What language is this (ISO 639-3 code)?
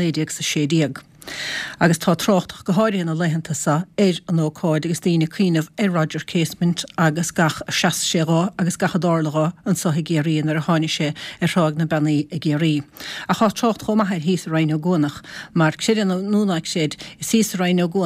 gle